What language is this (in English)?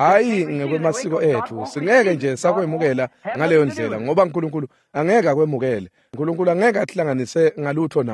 Swati